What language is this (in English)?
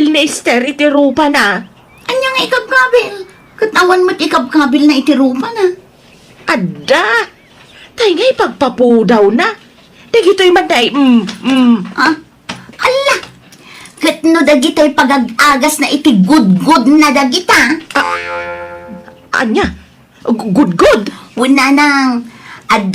Iloko